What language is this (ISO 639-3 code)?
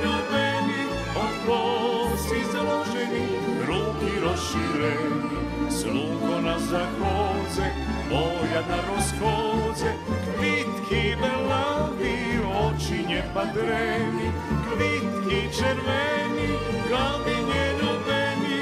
rue